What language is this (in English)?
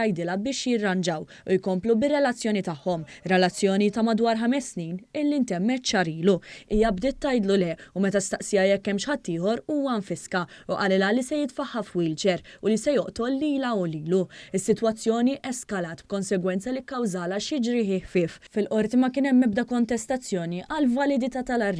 Maltese